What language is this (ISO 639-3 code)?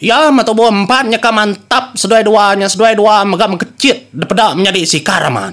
iba